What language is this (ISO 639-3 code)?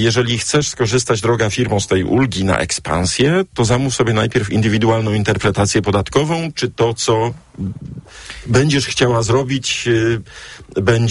pol